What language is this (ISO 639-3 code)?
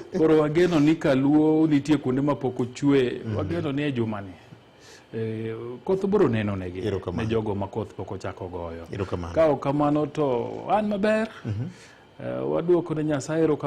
luo